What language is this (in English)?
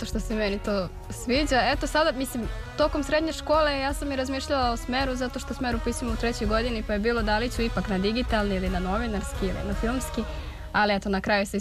Serbian